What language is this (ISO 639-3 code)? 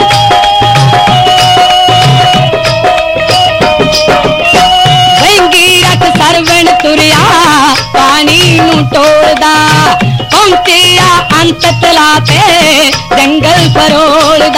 pan